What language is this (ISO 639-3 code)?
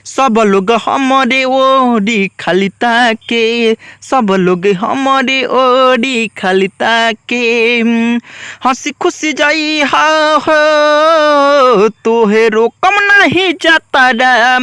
bho